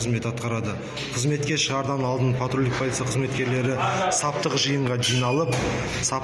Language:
Kazakh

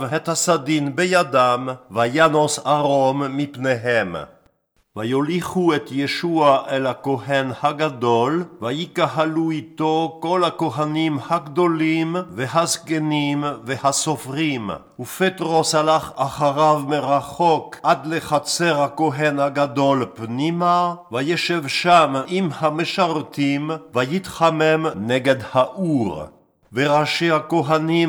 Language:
Hebrew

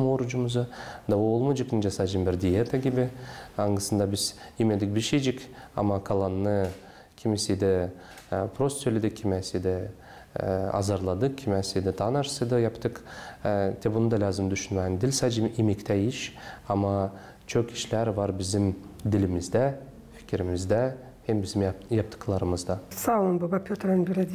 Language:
Gagauz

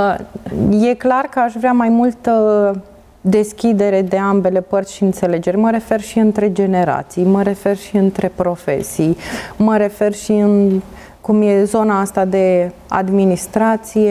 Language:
Romanian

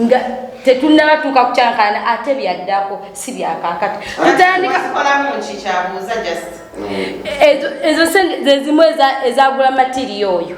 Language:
Ganda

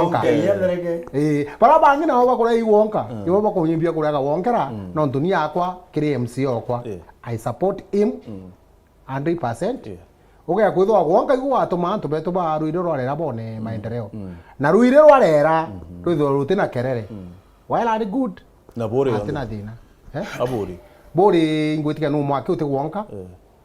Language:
Meru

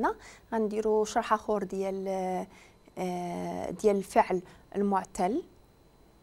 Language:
Moroccan Arabic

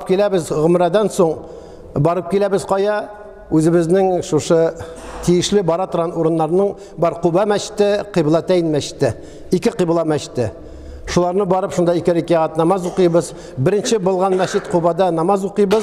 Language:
Tatar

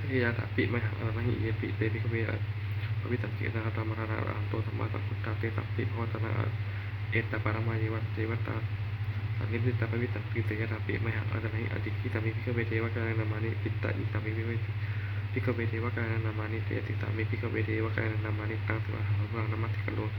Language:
Pali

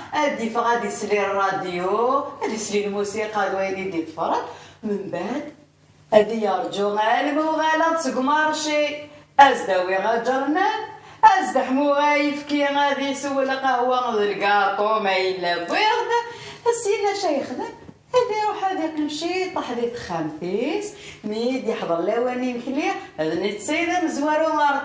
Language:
Kabyle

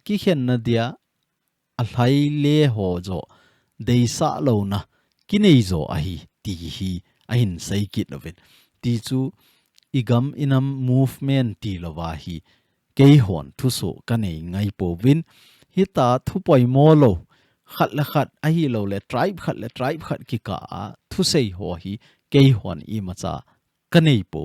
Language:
Thado Chin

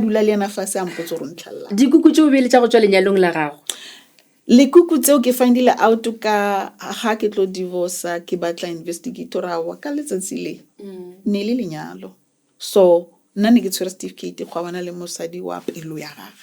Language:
Northern Sotho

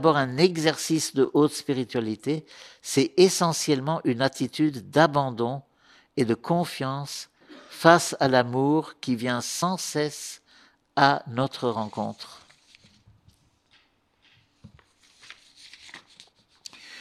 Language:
French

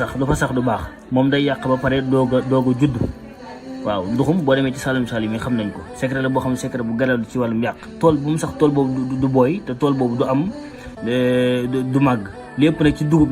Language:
Wolof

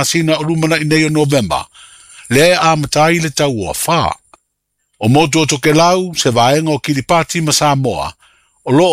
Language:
Samoan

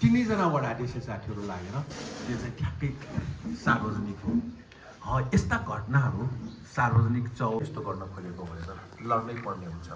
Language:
Nepali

